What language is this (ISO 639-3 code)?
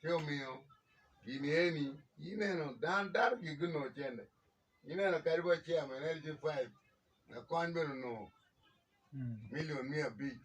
ach